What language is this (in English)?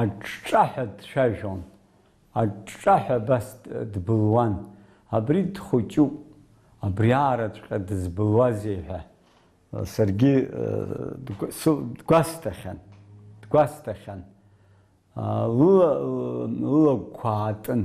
Abkhazian